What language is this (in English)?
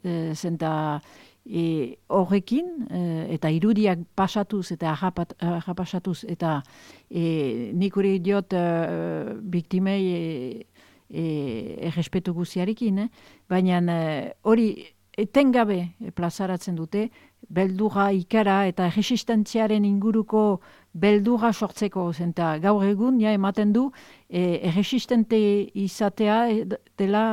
Basque